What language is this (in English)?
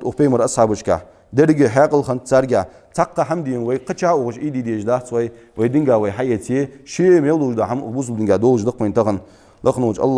Ingush